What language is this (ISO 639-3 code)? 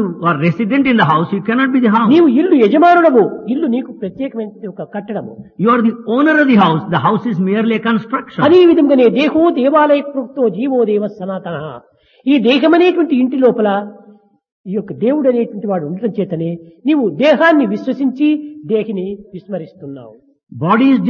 tel